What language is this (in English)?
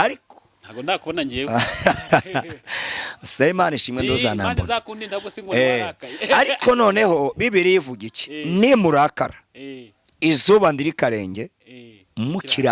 Kinyarwanda